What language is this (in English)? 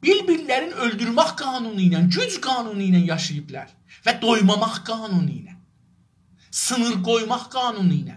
South Azerbaijani